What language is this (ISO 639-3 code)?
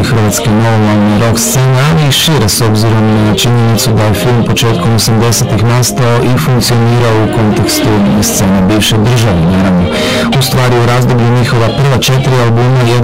hrv